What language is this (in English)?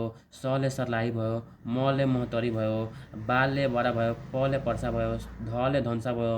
Nepali